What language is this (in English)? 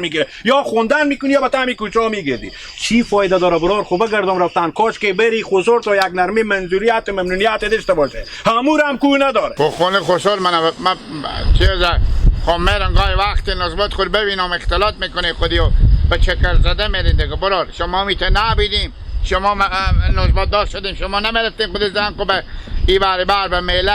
Persian